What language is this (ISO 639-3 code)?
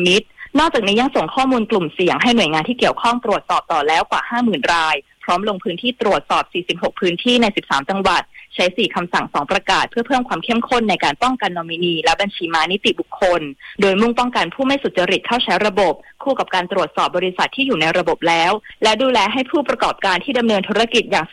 tha